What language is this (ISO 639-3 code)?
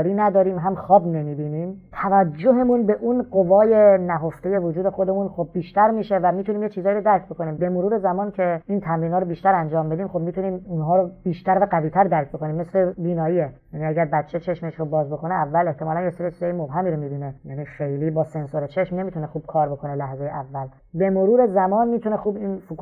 fas